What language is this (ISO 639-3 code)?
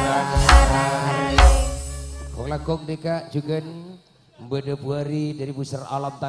mad